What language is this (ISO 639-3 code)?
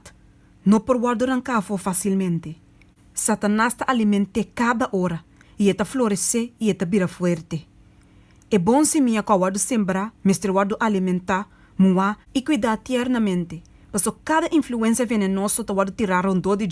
pap